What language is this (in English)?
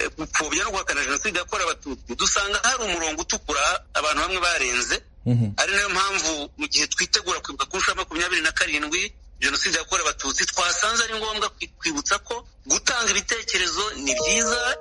Kinyarwanda